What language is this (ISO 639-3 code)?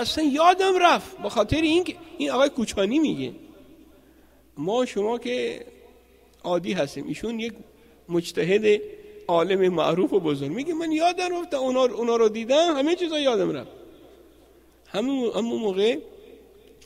fas